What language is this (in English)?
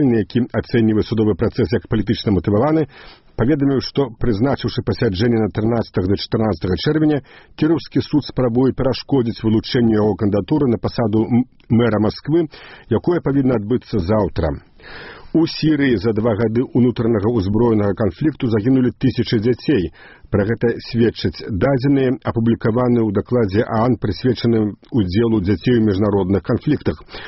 Belarusian